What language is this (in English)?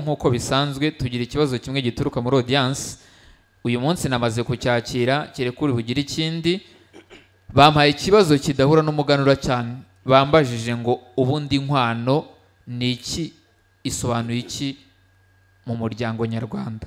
Kinyarwanda